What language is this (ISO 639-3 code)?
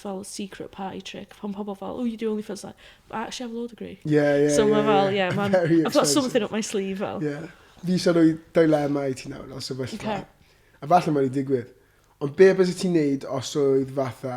cym